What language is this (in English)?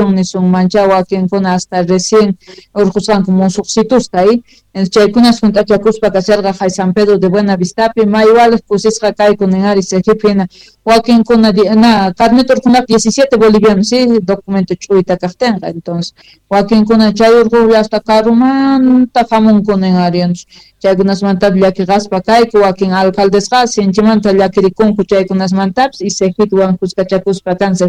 Quechua